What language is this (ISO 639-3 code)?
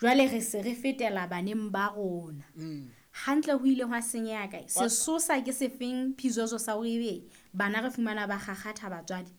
sot